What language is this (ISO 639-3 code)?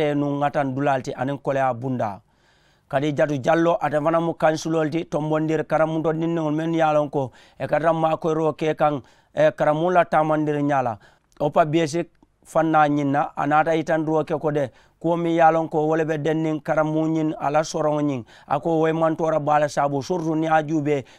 man